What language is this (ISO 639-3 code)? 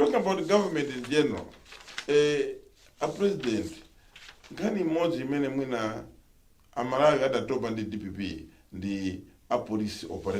nya